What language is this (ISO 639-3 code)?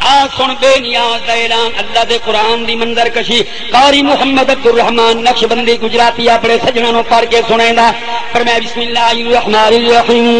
skr